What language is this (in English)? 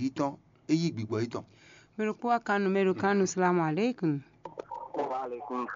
Fon